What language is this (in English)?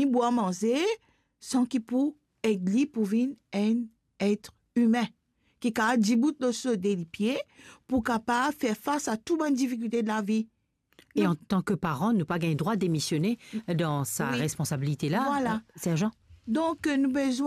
Morisyen